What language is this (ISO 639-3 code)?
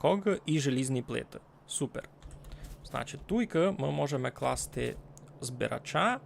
rue